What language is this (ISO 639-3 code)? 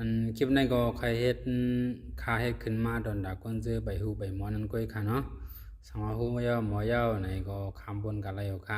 shn